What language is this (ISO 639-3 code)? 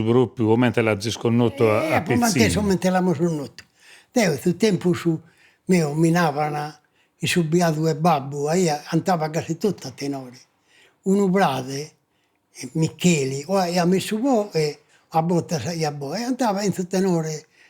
srd